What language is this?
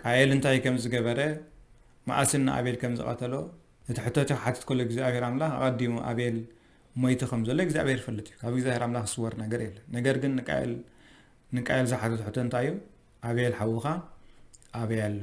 Tigrinya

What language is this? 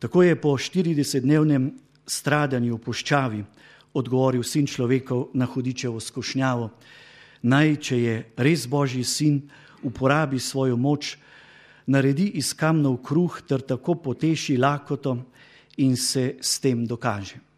Slovenian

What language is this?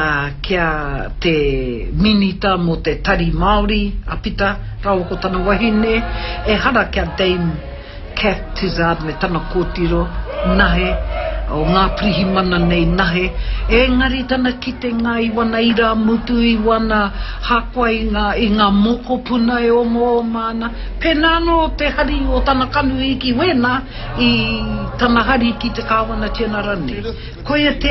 Māori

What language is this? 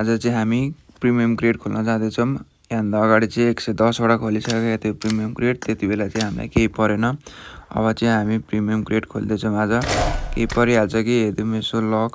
Nepali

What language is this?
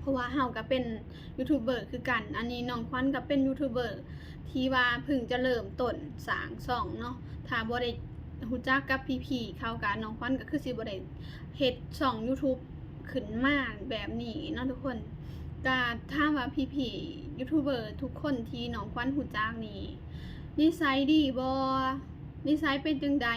Lao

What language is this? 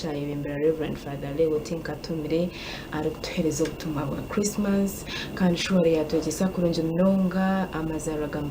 Nyankole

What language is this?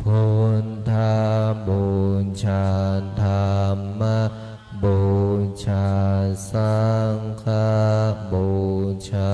Pali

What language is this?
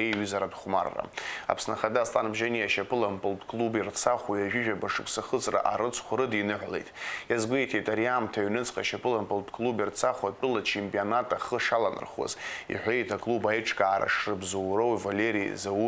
Abkhazian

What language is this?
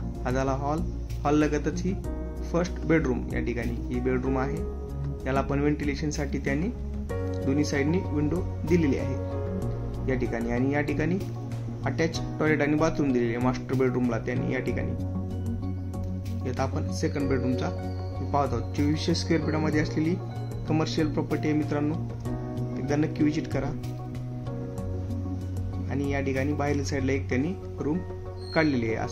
Marathi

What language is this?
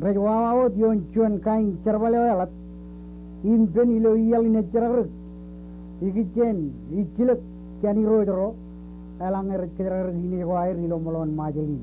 Marshallese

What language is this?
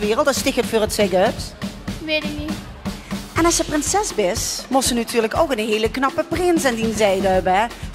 Limburgish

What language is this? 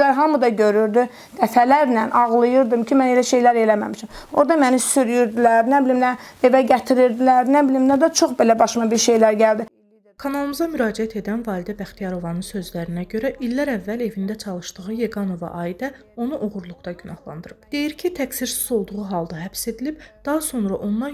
Azerbaijani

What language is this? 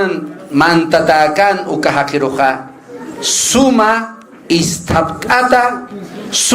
Aymara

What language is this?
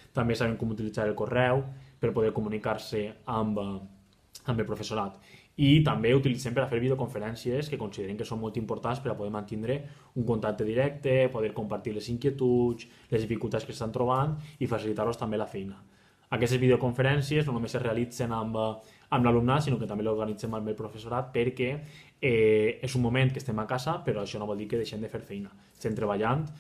Catalan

